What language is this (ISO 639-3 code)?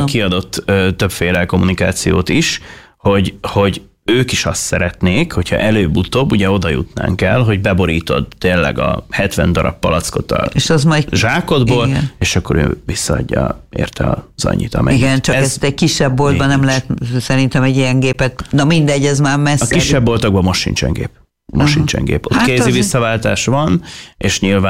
hun